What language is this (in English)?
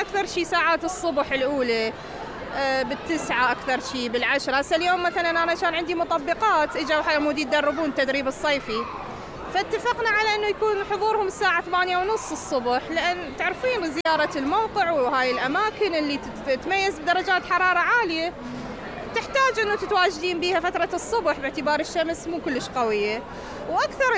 Mesopotamian Arabic